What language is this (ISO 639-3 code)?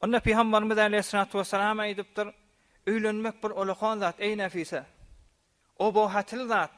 tuk